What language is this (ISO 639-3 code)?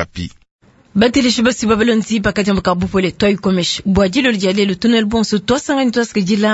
lua